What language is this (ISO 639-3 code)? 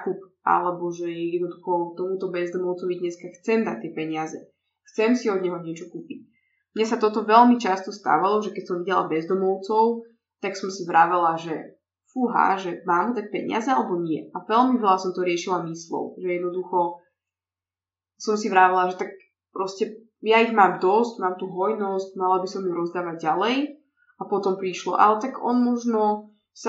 slk